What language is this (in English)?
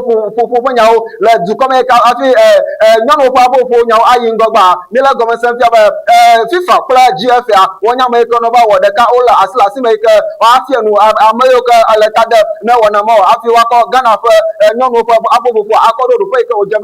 Ewe